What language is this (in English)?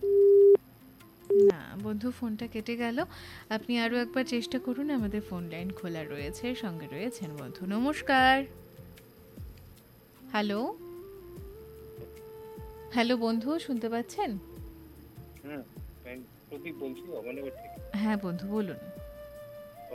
Bangla